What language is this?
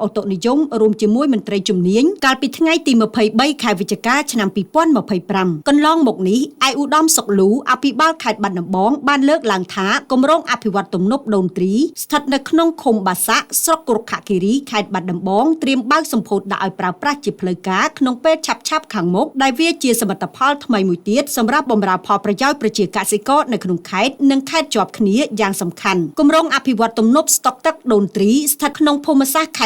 Khmer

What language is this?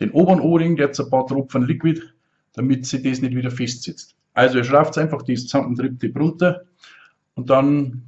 Bavarian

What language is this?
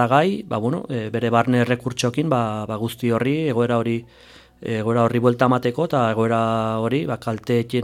Basque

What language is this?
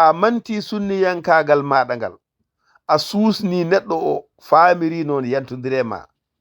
Fula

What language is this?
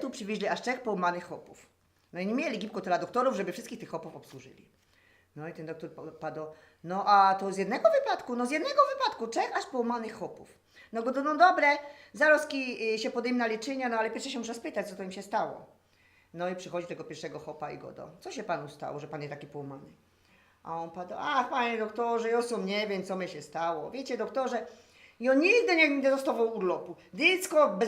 Silesian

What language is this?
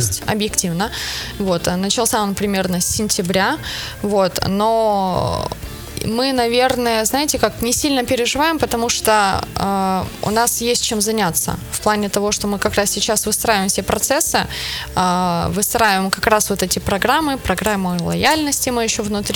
Russian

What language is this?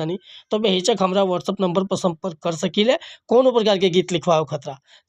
Bhojpuri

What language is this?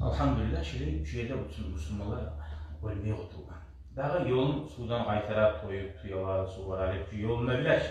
Kumyk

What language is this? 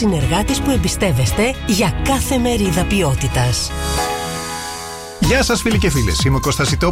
Greek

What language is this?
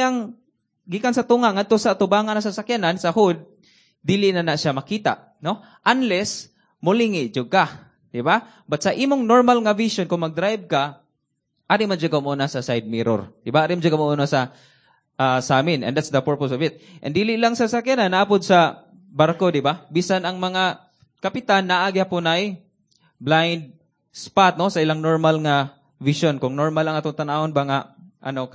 Cebuano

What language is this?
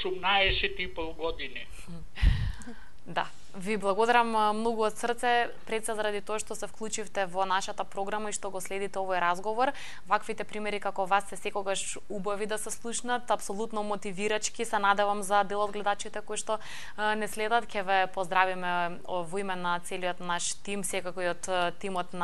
Macedonian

